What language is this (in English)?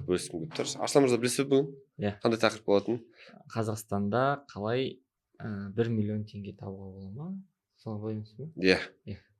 Kazakh